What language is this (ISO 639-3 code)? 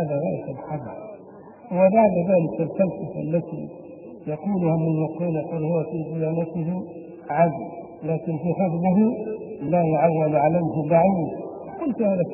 ara